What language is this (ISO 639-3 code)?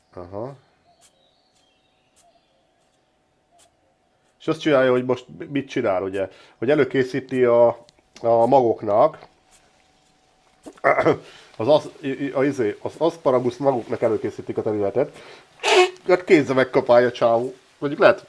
hun